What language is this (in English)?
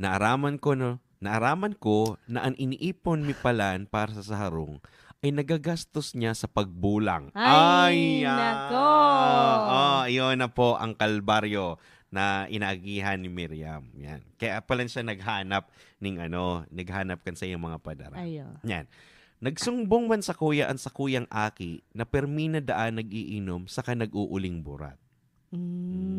Bikol